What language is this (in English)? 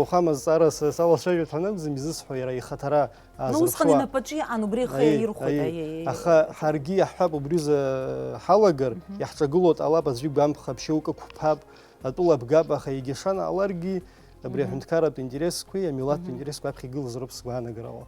Abkhazian